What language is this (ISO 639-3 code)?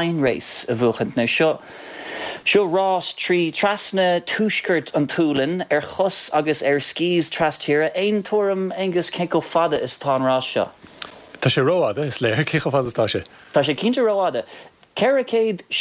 gle